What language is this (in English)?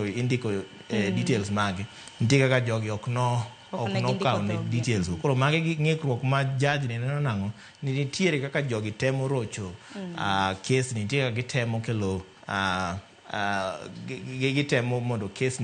Luo (Kenya and Tanzania)